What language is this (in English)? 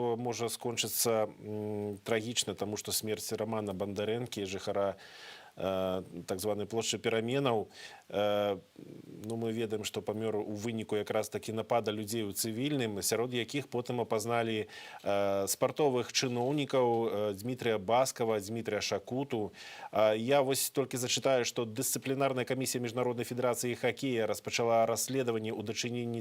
Belarusian